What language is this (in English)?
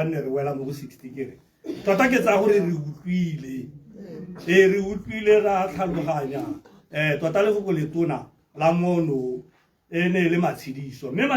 Tswana